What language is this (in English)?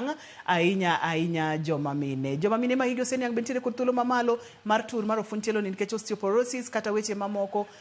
Luo (Kenya and Tanzania)